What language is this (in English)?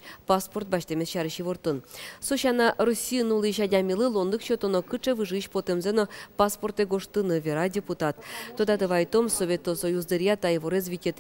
Udmurt